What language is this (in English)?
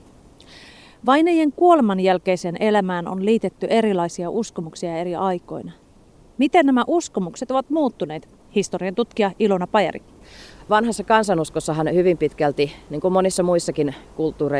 Finnish